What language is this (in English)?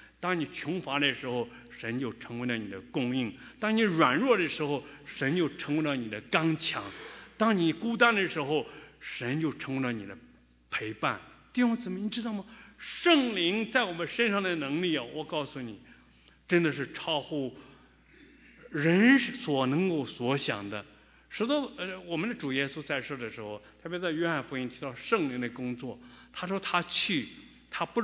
Chinese